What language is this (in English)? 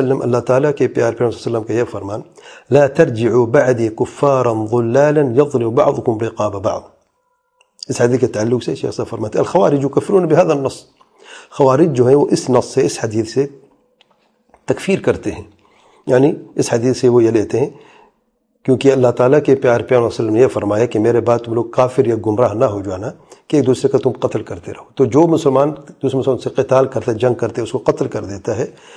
Urdu